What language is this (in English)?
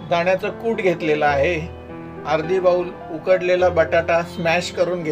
Marathi